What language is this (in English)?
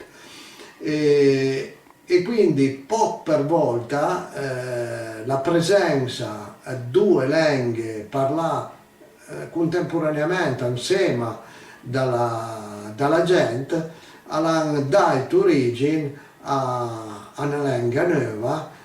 Piedmontese